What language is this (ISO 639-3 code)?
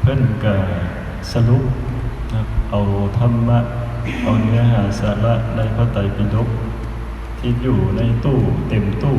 tts